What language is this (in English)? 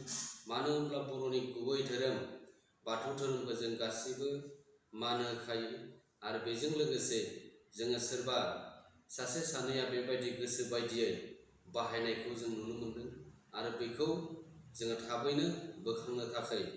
Bodo